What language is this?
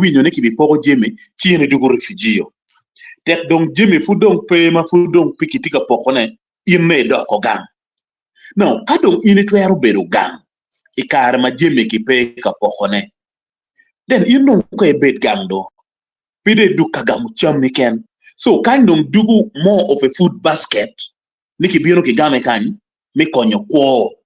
Acoli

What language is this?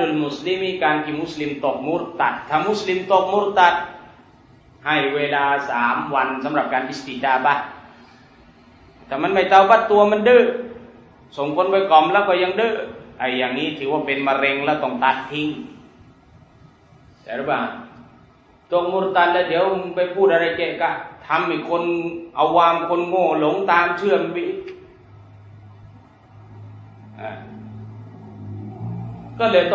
Thai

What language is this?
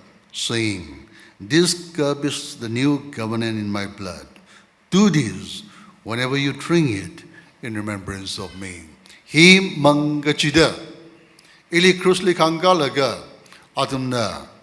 Tangkhul Naga (India)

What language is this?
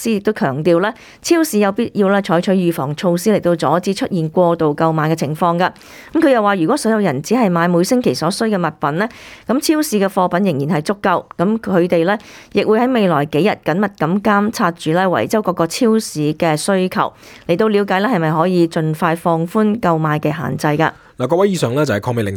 Cantonese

